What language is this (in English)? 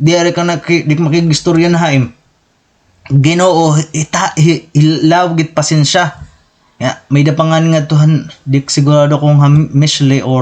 Waray